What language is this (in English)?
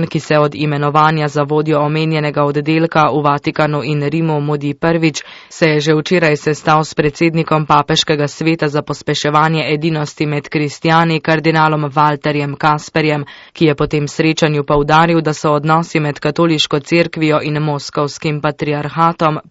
Slovenian